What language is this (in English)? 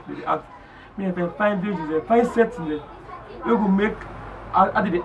Krio